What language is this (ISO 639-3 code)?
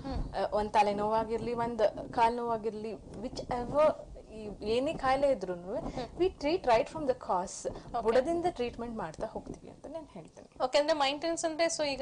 kan